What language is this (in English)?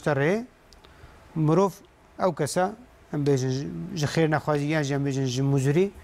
Kurdish